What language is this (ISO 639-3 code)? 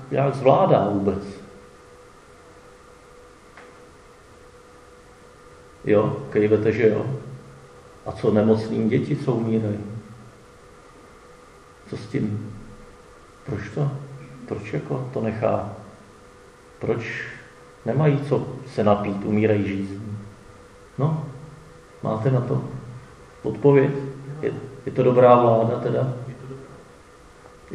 ces